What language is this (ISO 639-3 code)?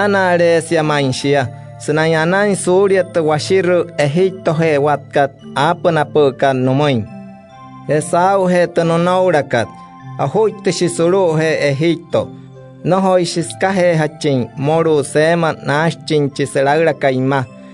guc